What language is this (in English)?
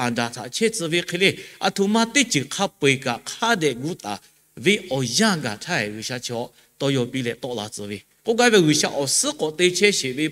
Lahu